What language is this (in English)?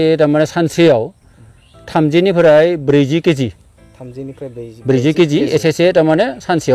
Bodo